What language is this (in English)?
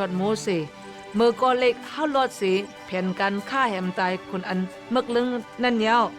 Shan